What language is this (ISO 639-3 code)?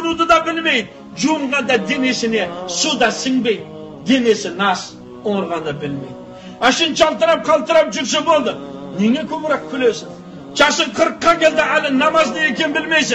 kaz